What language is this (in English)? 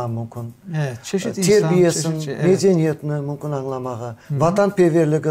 Crimean Tatar